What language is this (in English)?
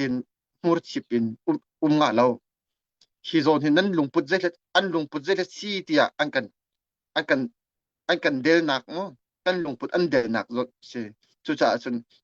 Hakha Chin